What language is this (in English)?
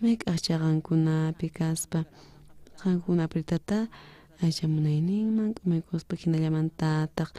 South Bolivian Quechua